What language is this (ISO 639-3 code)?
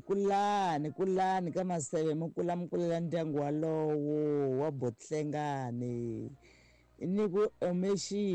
tso